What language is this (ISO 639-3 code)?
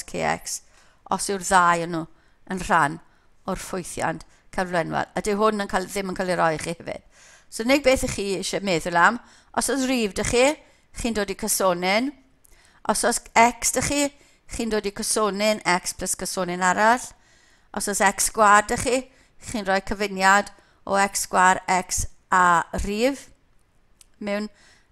cym